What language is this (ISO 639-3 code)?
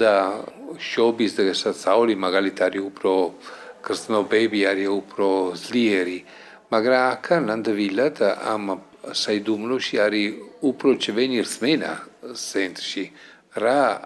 kat